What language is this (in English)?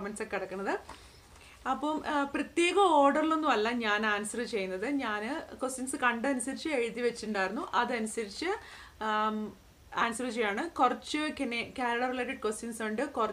Malayalam